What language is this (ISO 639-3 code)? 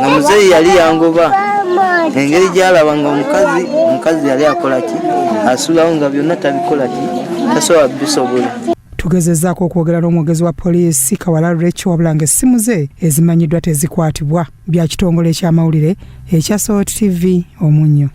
lug